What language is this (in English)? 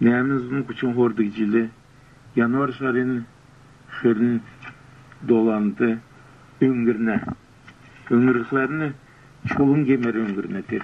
Kalmyk